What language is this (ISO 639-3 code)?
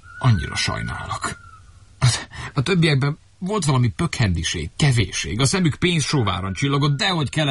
hun